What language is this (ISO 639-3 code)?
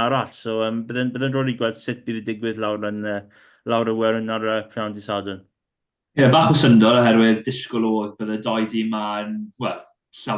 cym